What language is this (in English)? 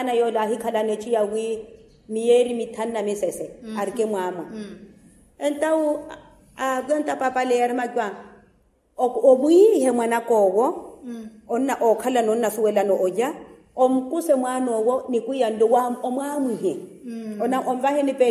Makhuwa